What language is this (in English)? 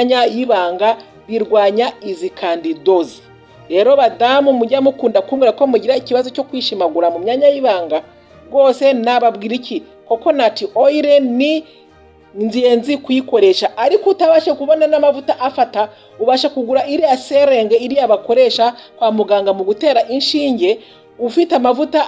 Kinyarwanda